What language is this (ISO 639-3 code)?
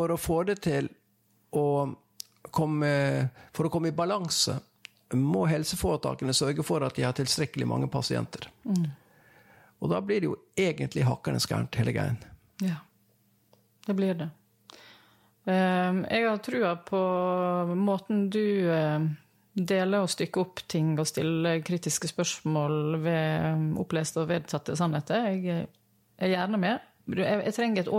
nor